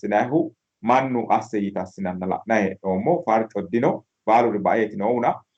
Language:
Sidamo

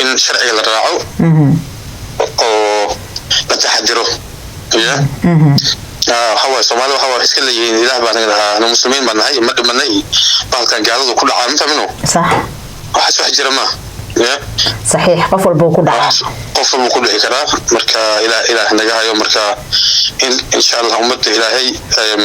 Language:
Somali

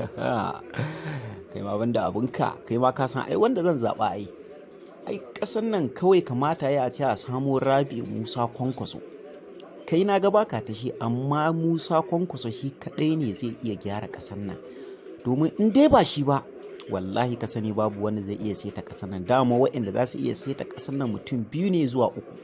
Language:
Hausa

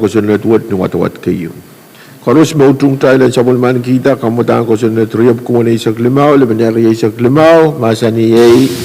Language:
Pohnpeian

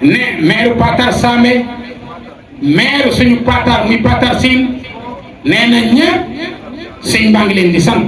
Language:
Wolof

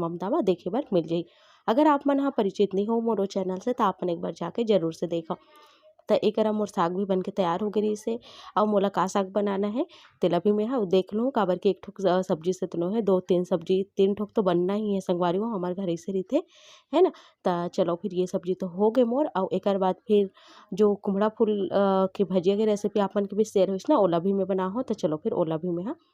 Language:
Chhattisgarhi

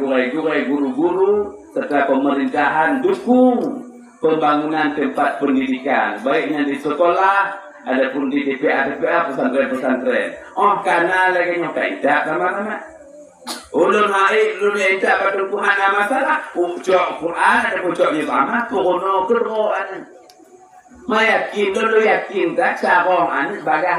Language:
Achinese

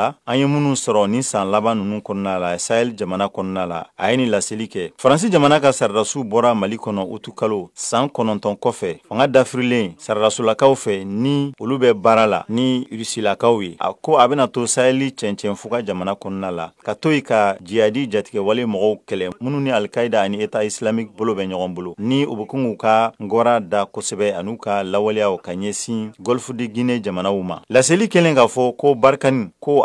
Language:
Bambara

